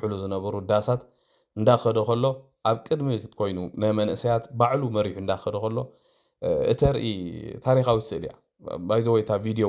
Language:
Tigrinya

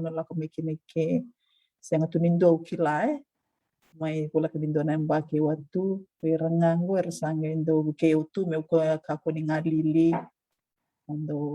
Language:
Fijian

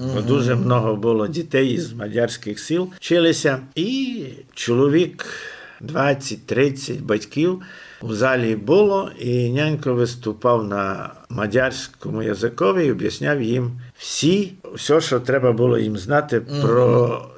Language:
Rusyn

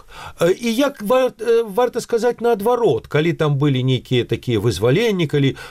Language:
Belarusian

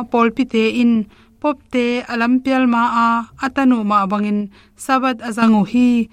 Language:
Tedim Chin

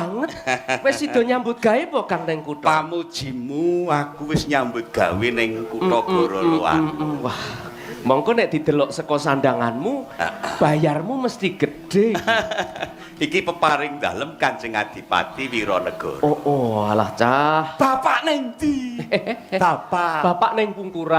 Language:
Javanese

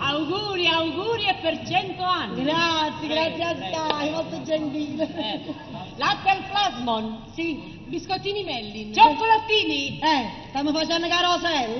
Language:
Neapolitan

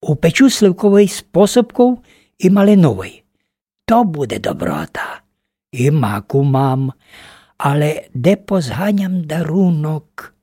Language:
Rusyn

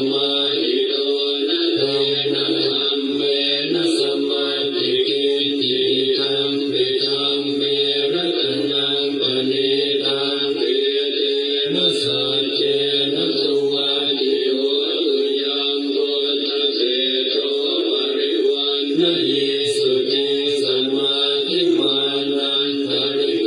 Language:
Pali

